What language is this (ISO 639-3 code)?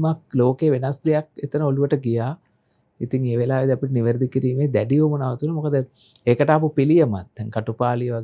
sin